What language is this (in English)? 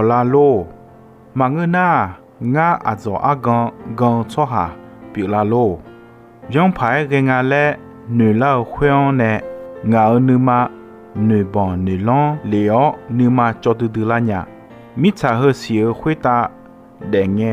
Akha